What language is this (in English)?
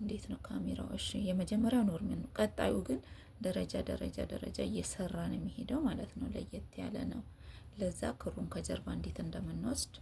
Amharic